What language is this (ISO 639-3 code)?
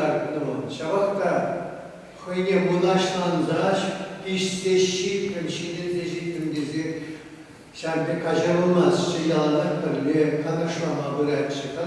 chv